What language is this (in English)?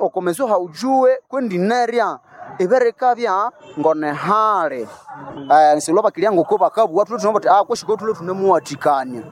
Nande